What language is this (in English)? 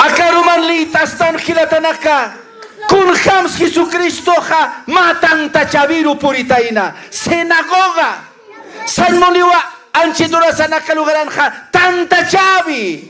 Aymara